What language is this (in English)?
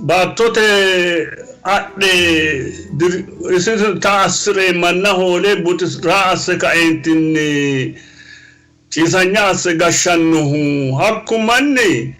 Sidamo